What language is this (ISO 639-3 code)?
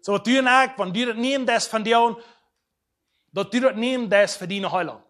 pdt